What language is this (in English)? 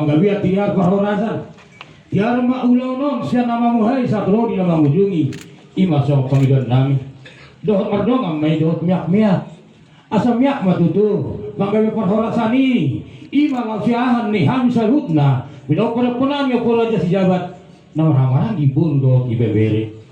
Batak Toba